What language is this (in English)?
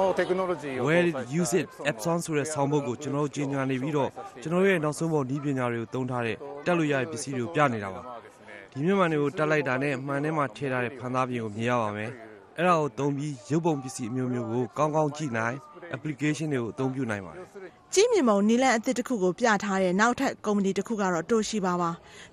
Burmese